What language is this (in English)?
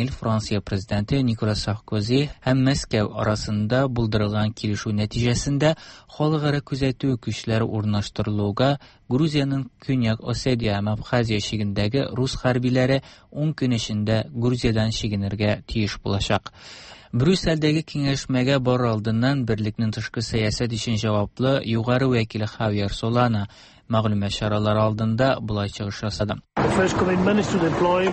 Tatar